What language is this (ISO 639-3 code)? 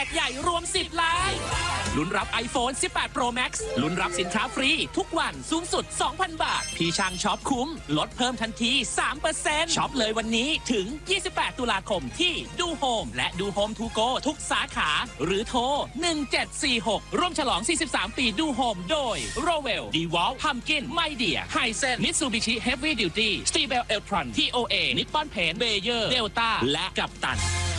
tha